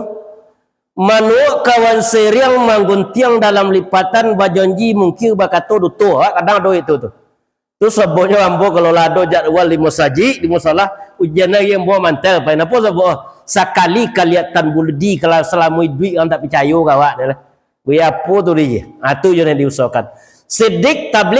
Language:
Minangkabau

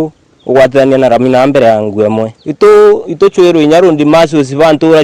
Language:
Meru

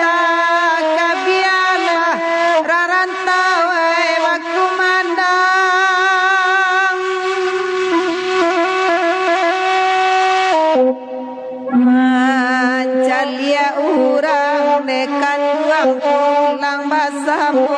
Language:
Minangkabau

